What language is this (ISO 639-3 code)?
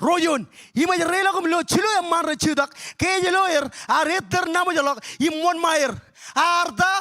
mah